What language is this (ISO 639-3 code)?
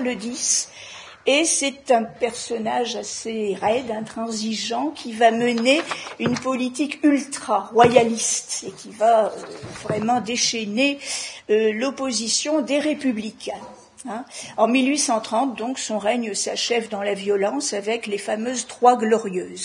fra